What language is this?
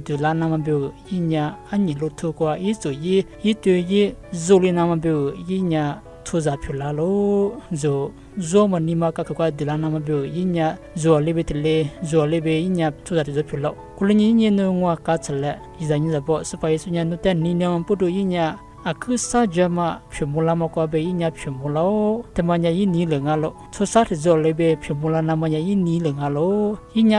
Lisu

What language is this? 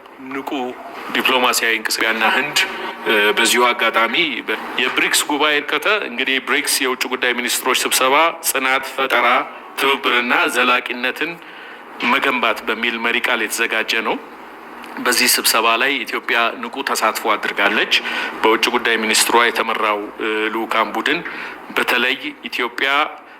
Amharic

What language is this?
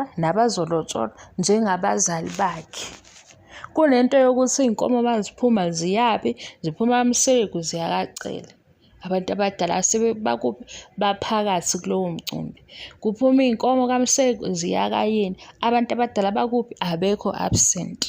Zulu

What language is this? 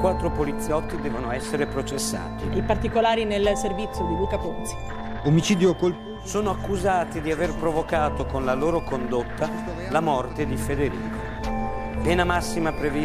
Italian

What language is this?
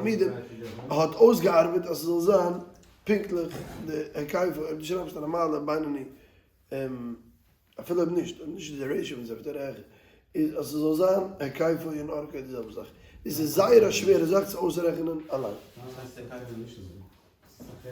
Yiddish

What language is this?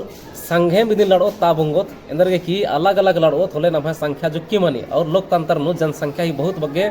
Kurukh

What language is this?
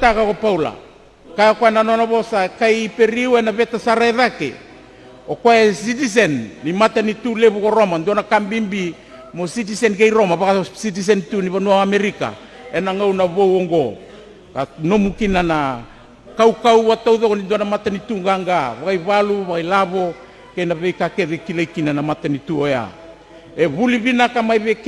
Fijian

